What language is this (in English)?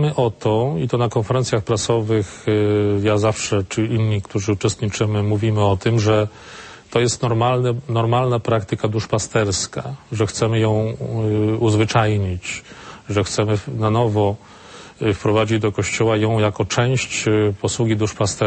Polish